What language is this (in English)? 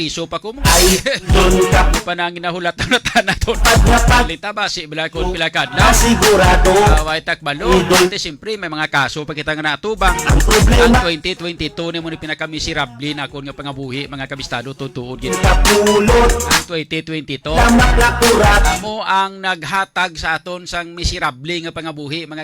Hiligaynon